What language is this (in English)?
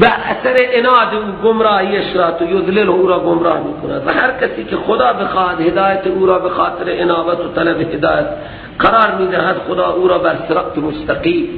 Persian